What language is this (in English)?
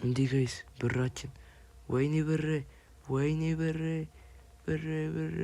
Amharic